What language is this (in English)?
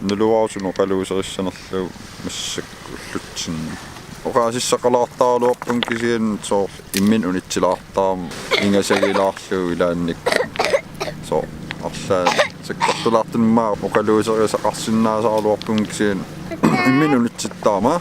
Kalaallisut